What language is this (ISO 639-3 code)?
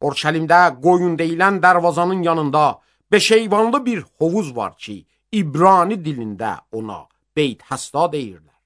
aze